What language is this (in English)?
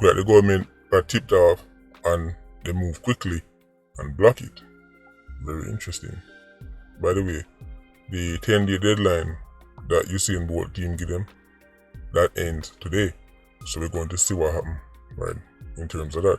Jamaican Creole English